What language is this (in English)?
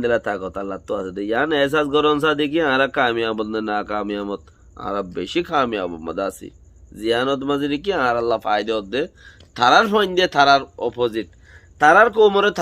Rohingya